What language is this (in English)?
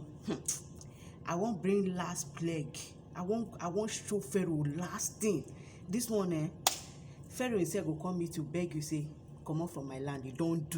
Nigerian Pidgin